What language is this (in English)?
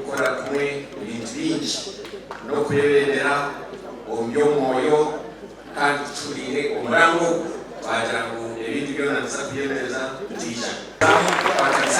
Nyankole